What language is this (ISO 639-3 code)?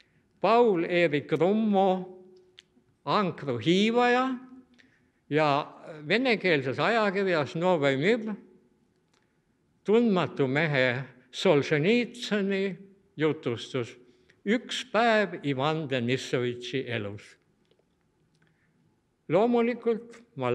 est